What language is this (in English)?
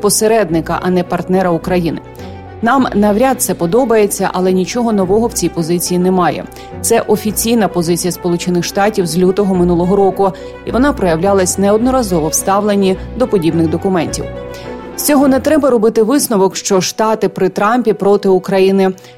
Ukrainian